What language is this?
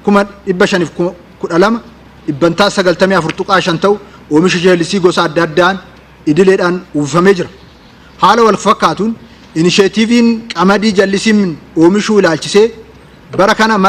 Oromo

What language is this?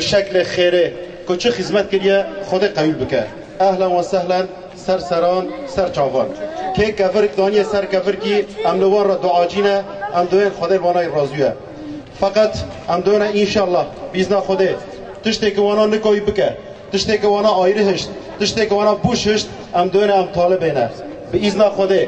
Kurdish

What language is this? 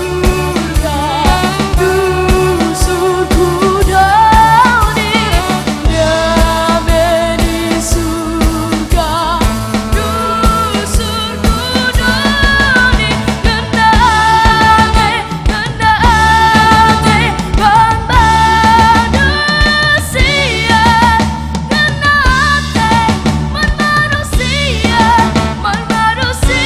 Batak Karo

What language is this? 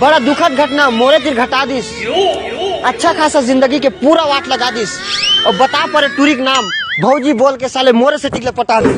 Chhattisgarhi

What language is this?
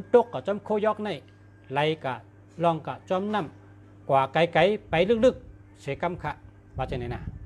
Shan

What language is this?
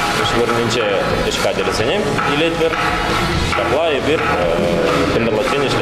Chuvash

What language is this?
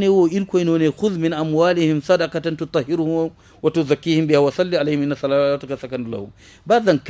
Zarma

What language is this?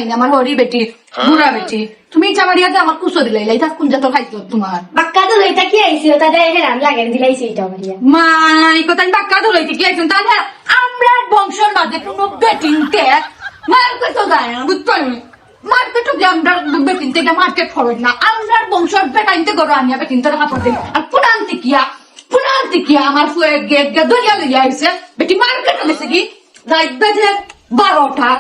Sylheti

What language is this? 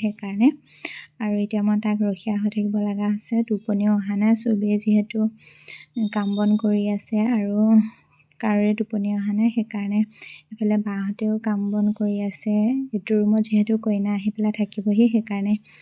Assamese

